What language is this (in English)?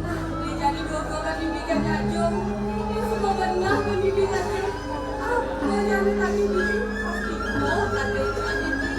Balinese